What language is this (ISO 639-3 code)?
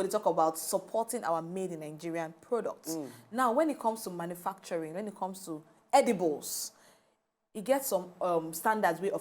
pcm